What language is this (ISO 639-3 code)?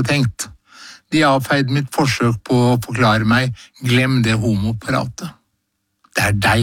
nor